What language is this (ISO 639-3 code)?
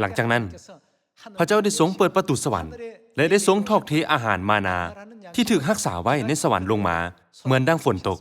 lao